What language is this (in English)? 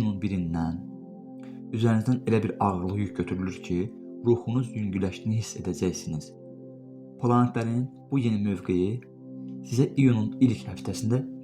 Azerbaijani